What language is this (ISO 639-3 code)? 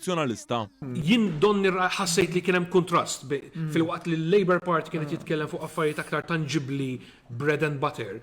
mlt